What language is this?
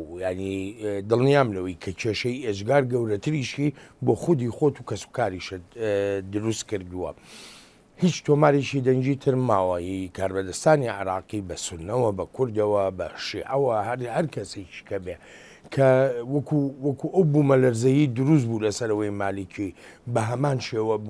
Central Kurdish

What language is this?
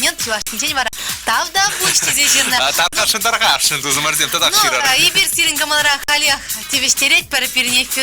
Chuvash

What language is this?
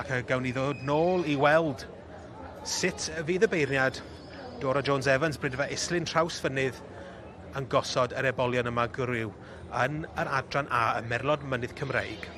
Welsh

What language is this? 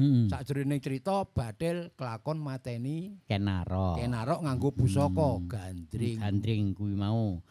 Javanese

